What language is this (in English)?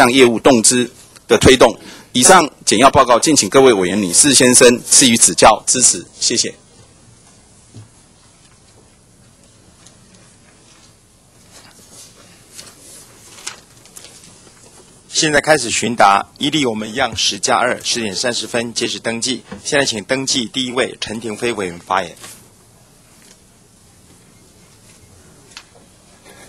Chinese